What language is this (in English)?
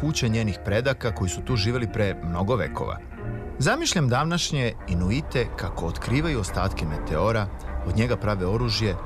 Serbian